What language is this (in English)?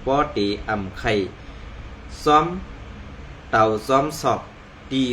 Shan